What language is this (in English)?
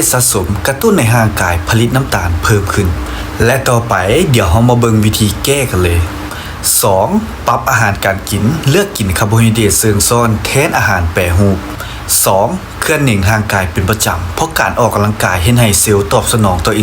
Lao